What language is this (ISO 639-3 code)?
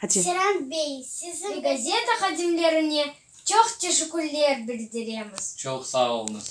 crh